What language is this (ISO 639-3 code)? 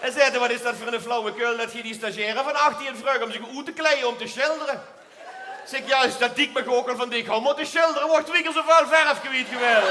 lim